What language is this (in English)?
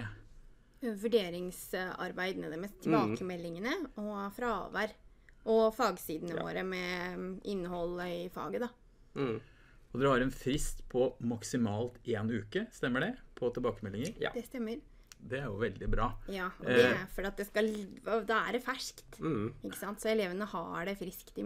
Norwegian